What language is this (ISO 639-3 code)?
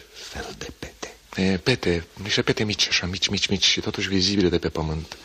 ron